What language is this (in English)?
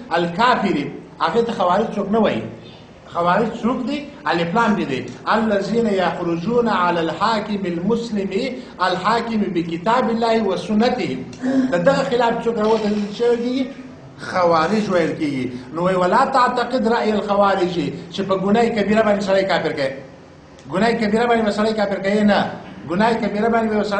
Pashto